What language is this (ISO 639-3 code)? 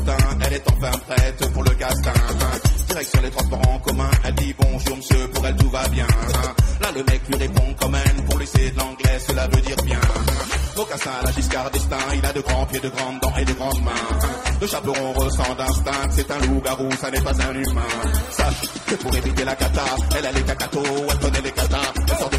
fra